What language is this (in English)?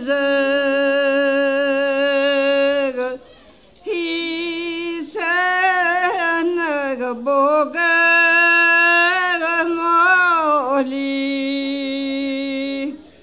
Bulgarian